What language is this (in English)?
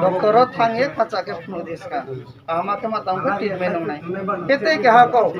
Riang (India)